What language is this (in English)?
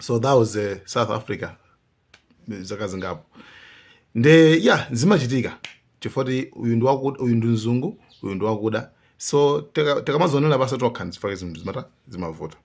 Nyanja